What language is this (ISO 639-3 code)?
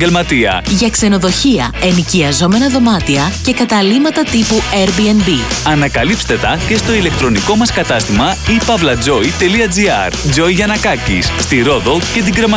ell